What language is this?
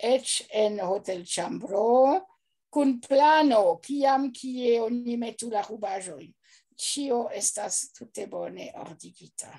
Esperanto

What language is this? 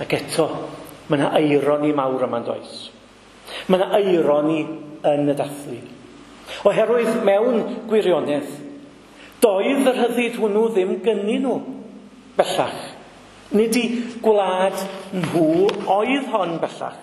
Welsh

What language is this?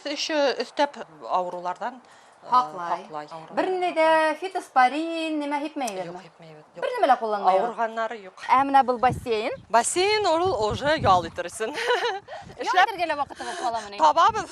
Bashkir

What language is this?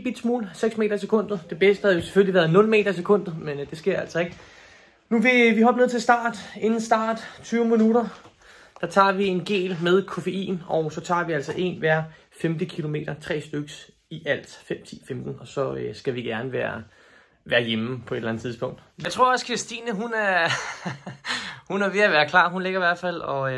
Danish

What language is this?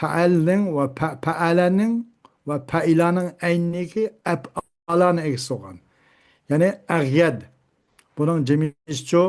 Uyghur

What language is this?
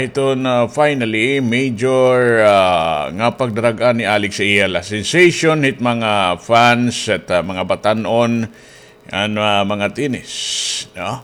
Waray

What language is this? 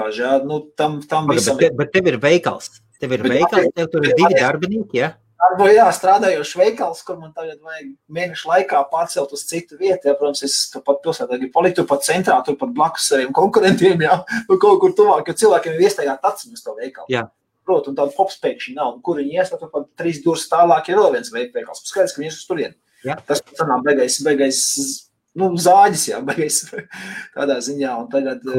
Latvian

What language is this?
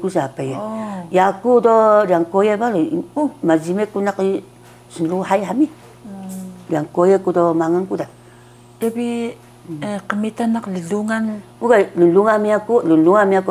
Taroko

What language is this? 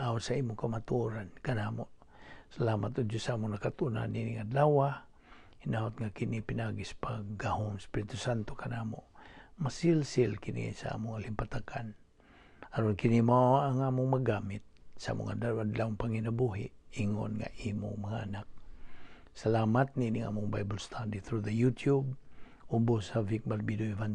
Cebuano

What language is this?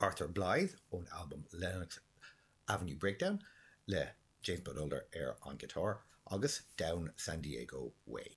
Irish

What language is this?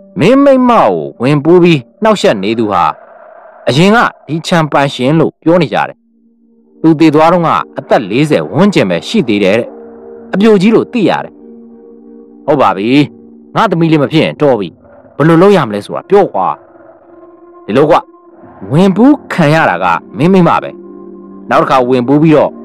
Burmese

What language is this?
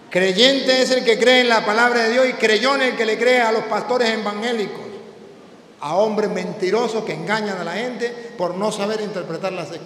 Spanish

